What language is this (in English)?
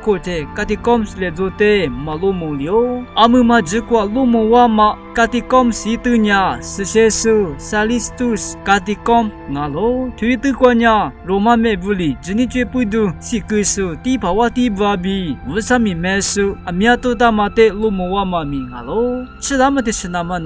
Lisu